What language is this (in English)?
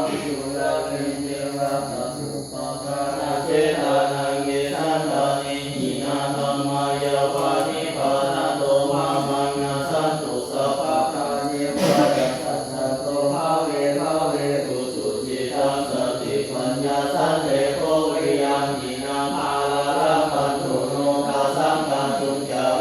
Pali